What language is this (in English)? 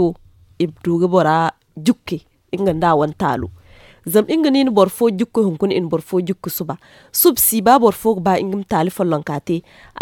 Zarma